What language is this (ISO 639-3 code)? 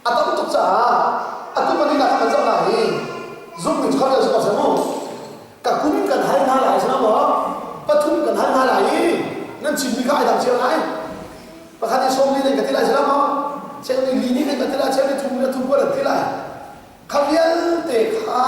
cnh